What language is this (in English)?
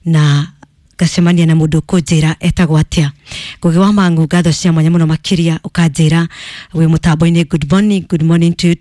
Kikuyu